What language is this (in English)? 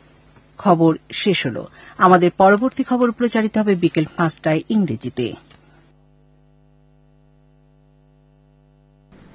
Bangla